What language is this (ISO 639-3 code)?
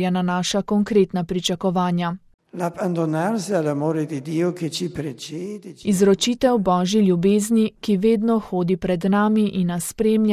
slv